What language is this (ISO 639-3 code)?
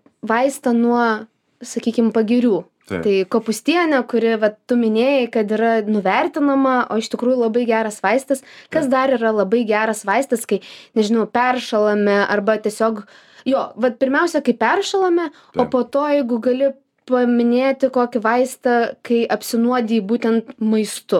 lit